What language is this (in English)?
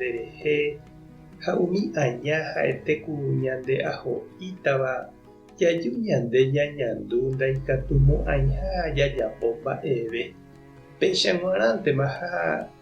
Guarani